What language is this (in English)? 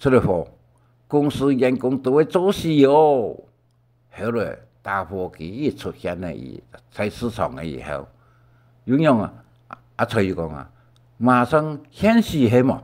Hakka Chinese